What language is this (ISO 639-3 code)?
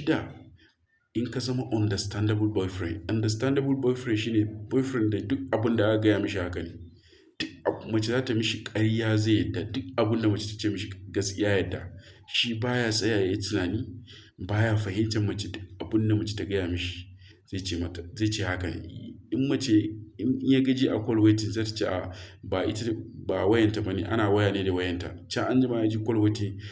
hau